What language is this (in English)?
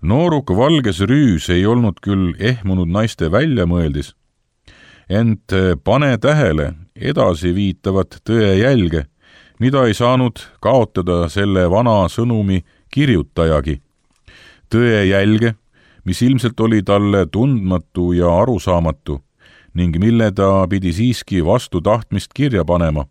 Estonian